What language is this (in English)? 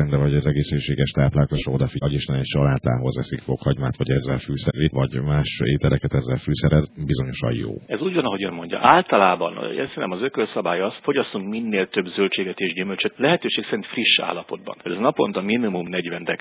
Hungarian